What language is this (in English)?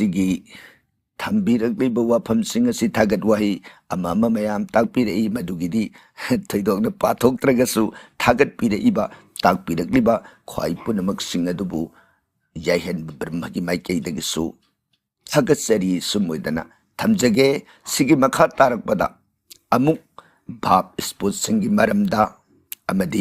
Manipuri